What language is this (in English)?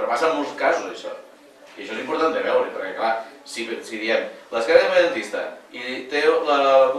Catalan